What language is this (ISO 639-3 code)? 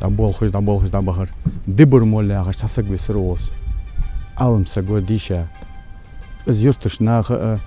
inh